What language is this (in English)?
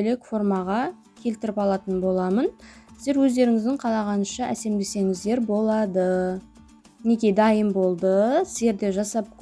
Kazakh